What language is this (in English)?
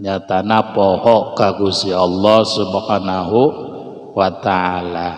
Sundanese